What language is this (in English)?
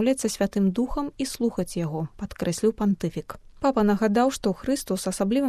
Belarusian